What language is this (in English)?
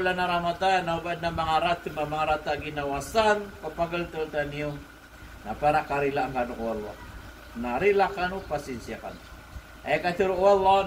Maranao